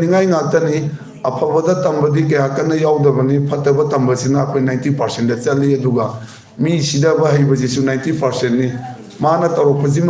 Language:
Manipuri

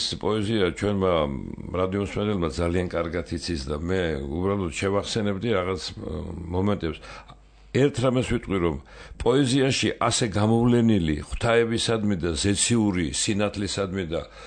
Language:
Georgian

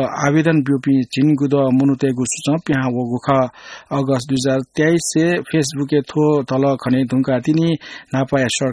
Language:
Newari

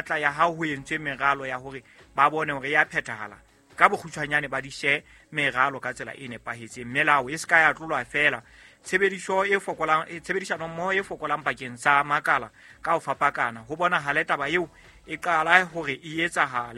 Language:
Southern Sotho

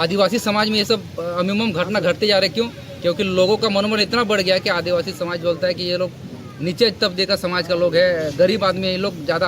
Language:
Santali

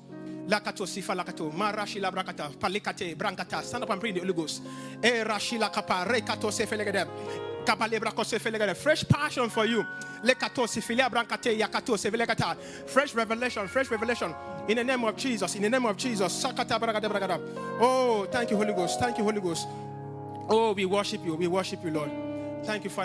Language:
English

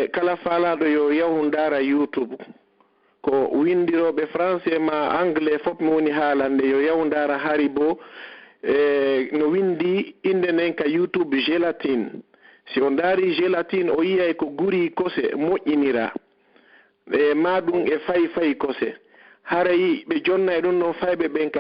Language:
Pular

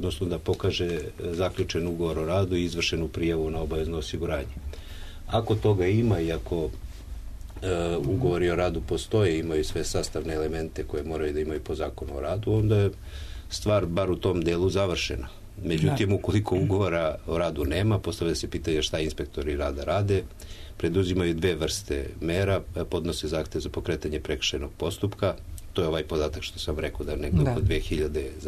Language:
Serbian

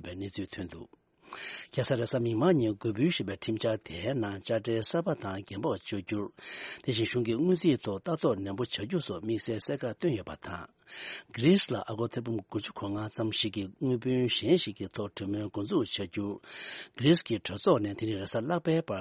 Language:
Tibetan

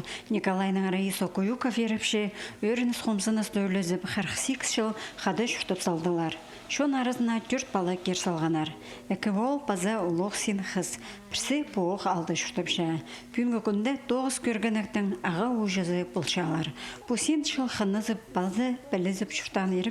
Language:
Khakas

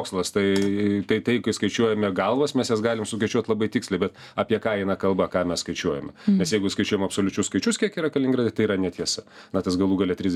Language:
Lithuanian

